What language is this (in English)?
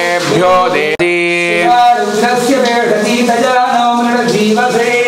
Tamil